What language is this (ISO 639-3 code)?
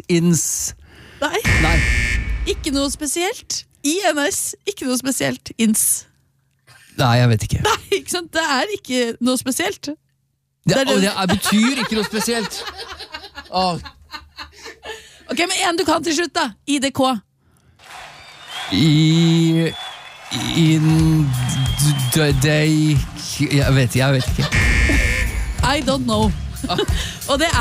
nor